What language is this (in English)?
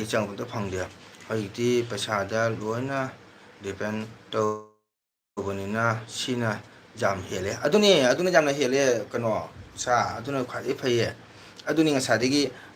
Manipuri